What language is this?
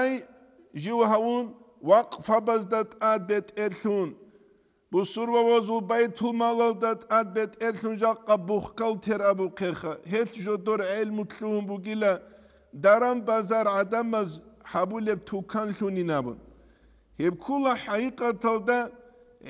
Avaric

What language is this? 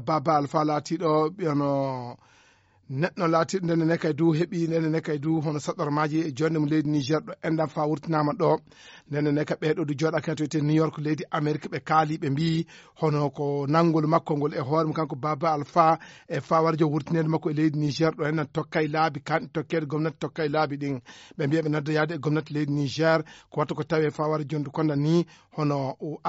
Fula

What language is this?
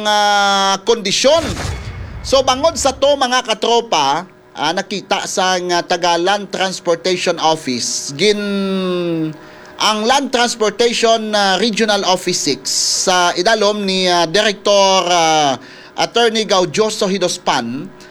Hiligaynon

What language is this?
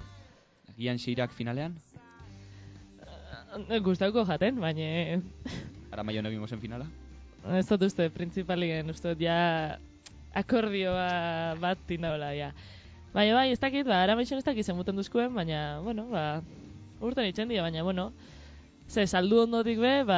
Basque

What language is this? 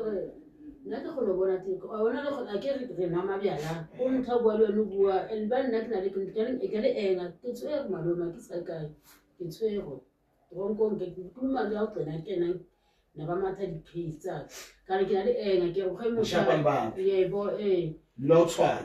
Southern Sotho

